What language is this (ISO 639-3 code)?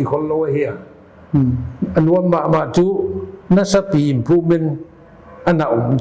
pck